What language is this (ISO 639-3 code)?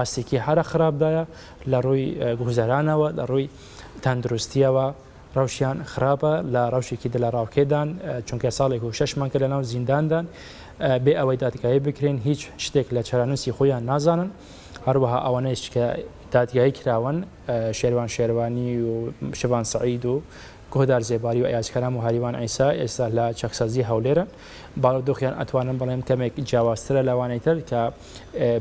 ckb